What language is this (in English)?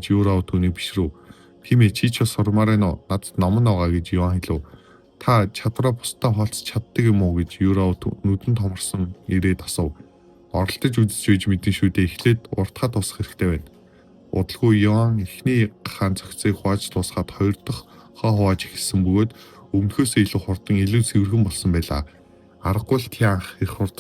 Mongolian